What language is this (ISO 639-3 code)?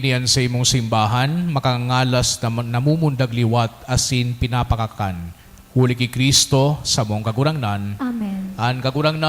bik